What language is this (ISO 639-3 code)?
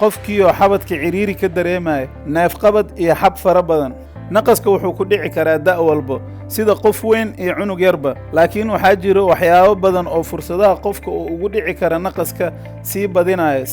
som